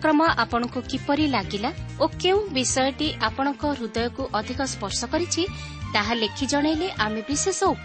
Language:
Odia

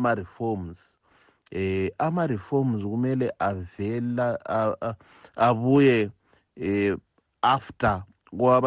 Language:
North Ndebele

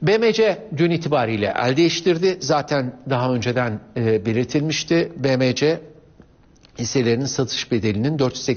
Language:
Turkish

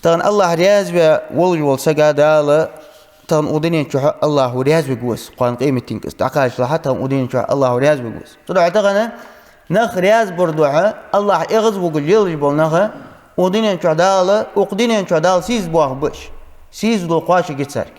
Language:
Ingush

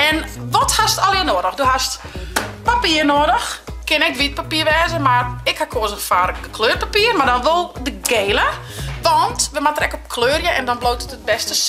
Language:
Western Frisian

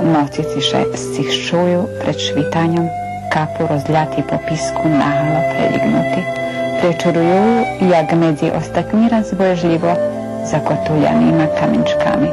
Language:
Rusyn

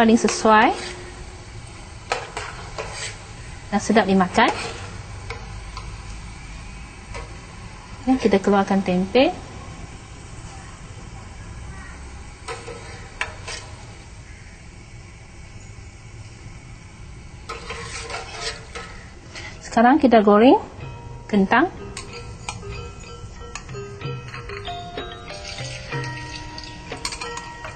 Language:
Malay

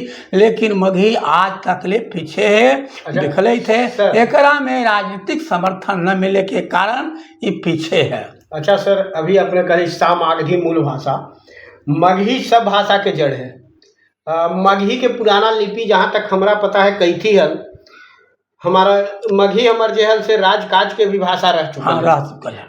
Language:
Magahi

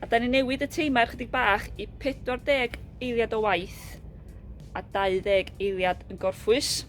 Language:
Welsh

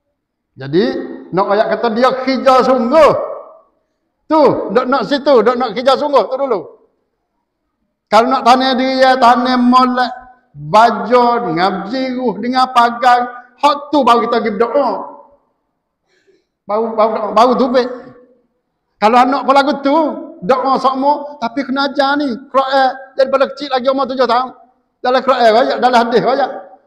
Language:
Malay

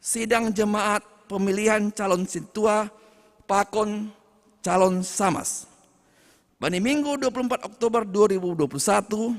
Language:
Batak Simalungun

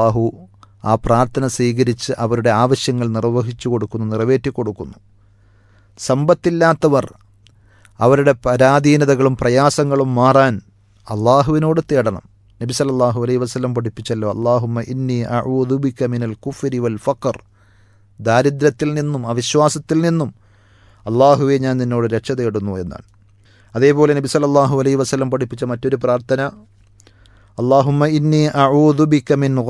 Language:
Malayalam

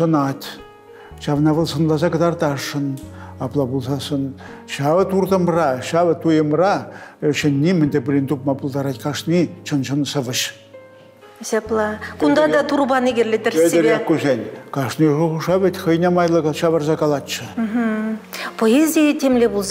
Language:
Chuvash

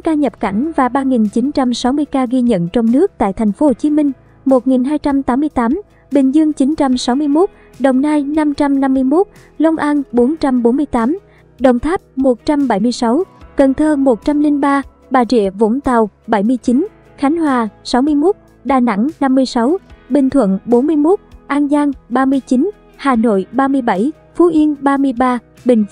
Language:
Vietnamese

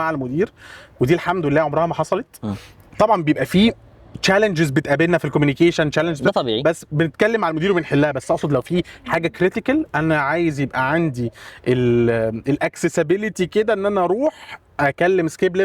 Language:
Egyptian Arabic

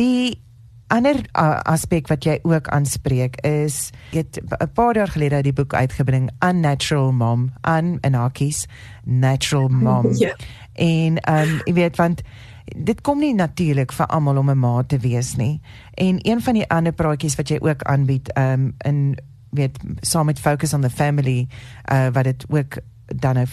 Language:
Afrikaans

